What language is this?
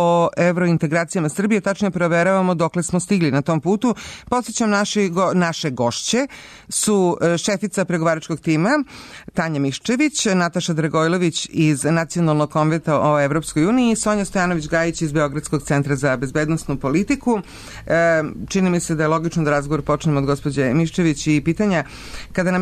Serbian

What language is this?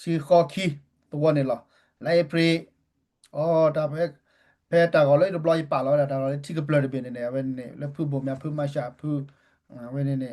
S'gaw Karen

